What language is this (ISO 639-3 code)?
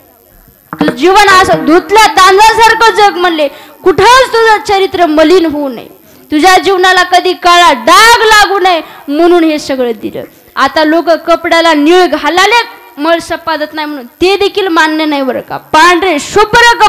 mar